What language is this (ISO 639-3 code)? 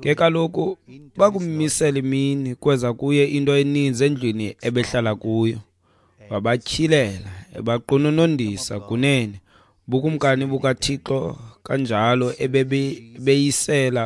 xho